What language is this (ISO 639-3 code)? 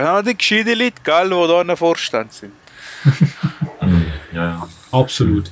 gsw